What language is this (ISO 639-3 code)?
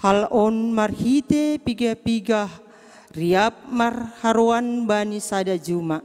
bts